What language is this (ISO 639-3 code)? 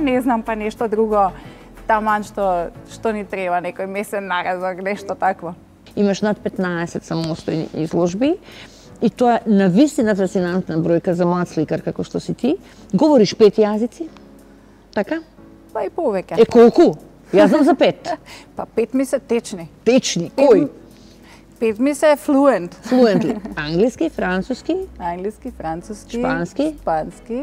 mkd